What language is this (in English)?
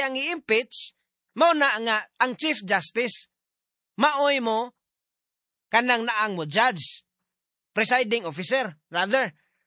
Cebuano